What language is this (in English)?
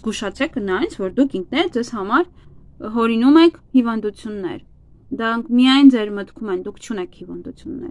Armenian